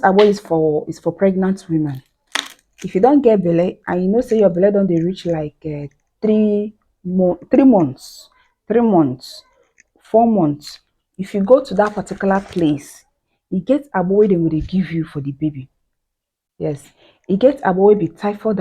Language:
Nigerian Pidgin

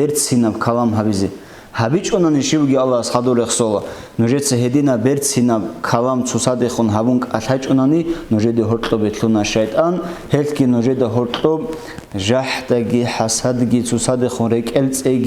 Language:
Avaric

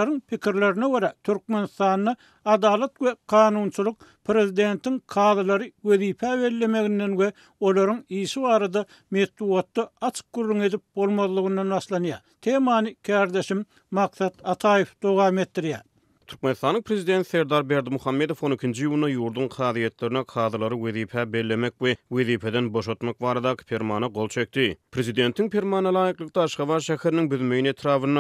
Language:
Turkmen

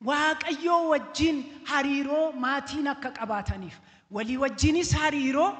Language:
Oromo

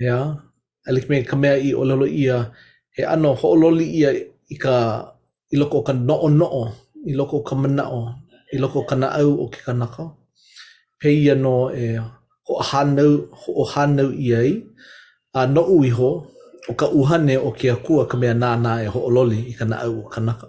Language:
Hawaiian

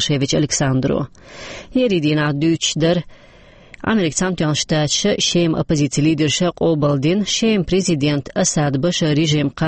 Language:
Chechen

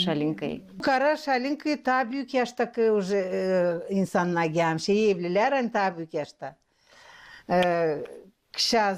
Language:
Gagauz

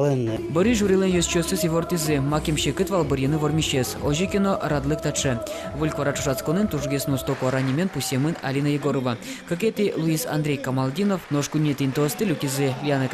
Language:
Udmurt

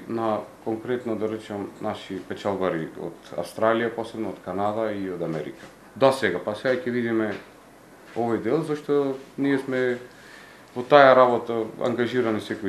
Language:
Macedonian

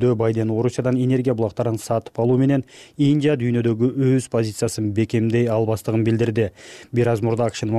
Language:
Kyrgyz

